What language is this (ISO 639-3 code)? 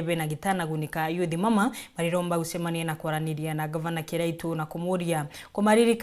mer